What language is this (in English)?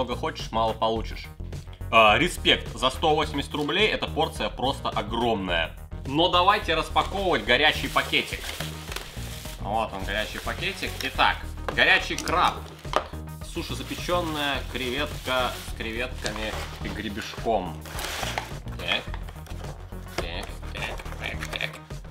Russian